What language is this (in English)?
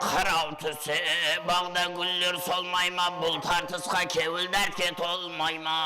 Kara-Kalpak